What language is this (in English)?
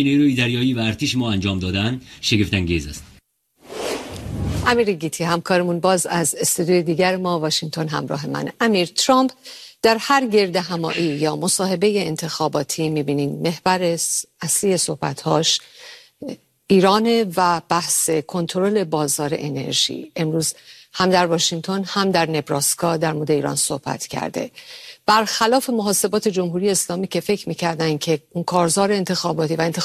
Persian